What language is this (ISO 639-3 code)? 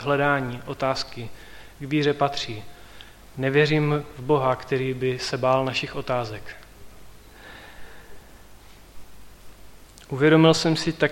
ces